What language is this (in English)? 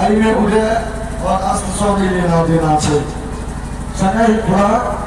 Maithili